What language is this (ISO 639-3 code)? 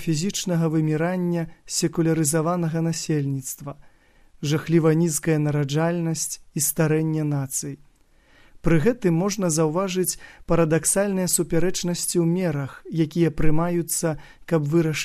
bel